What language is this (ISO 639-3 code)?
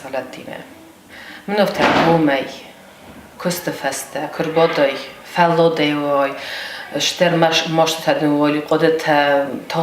oss